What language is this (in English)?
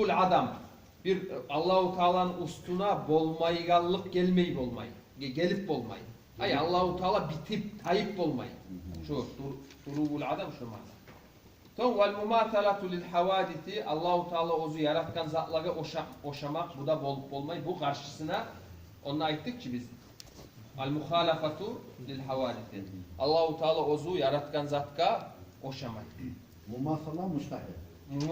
Kumyk